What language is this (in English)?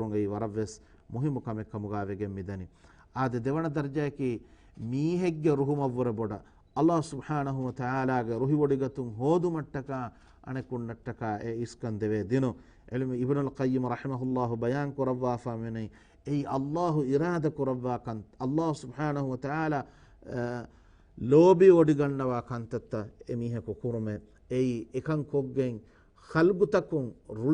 Divehi